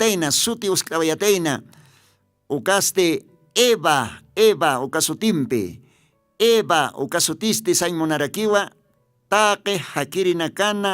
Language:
Aymara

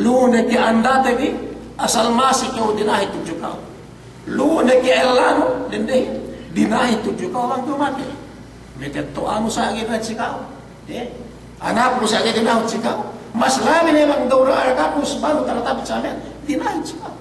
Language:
Yakan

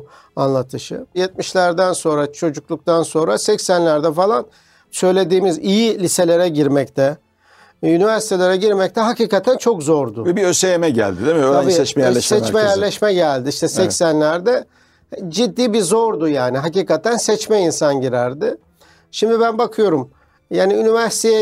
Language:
Turkish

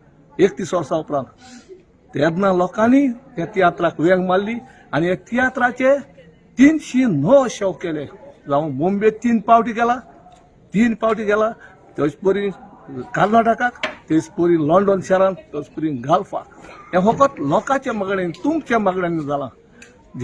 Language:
Konkani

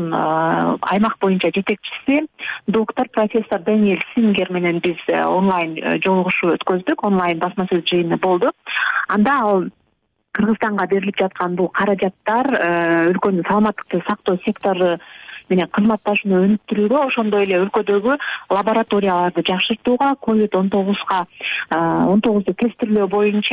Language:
Kyrgyz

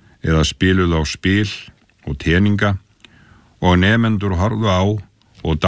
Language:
Icelandic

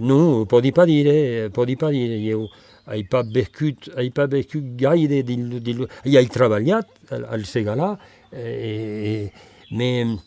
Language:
Occitan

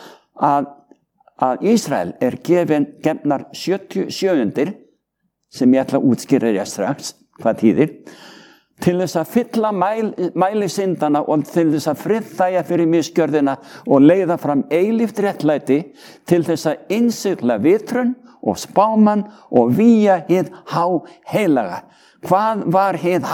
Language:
Icelandic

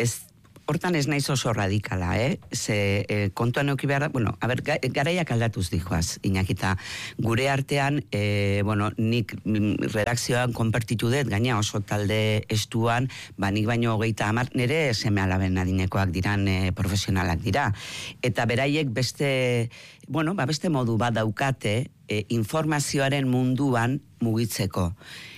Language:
Basque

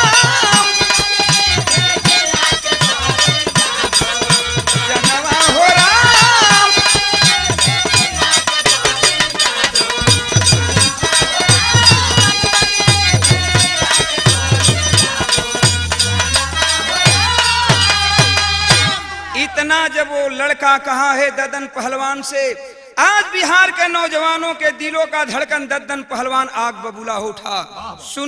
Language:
Bhojpuri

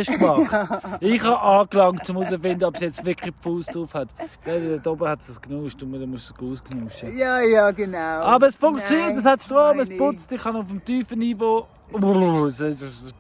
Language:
Swiss German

